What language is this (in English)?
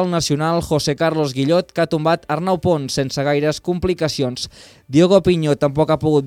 Catalan